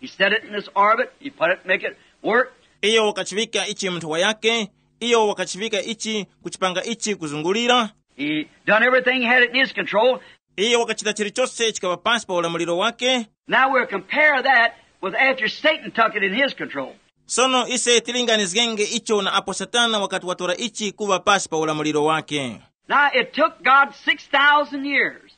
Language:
Tumbuka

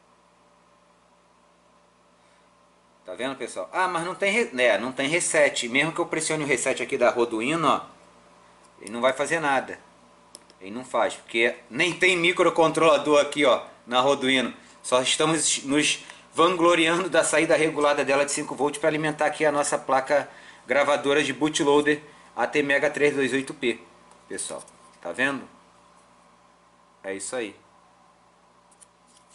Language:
Portuguese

